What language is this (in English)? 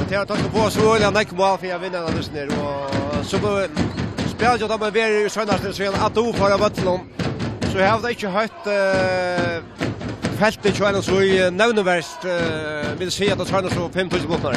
Faroese